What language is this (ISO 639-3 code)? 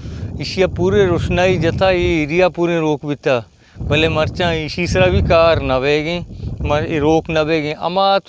bal